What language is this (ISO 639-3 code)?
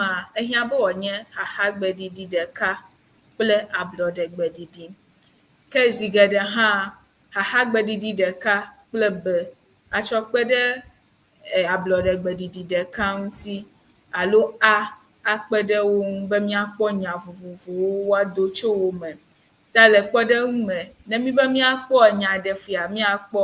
ewe